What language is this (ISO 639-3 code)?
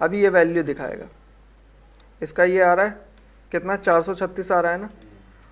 hin